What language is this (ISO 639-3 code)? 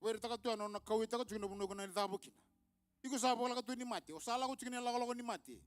fij